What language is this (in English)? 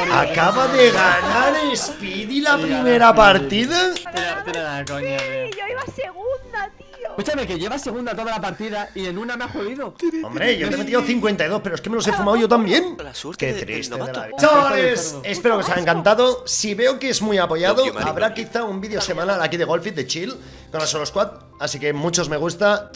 Spanish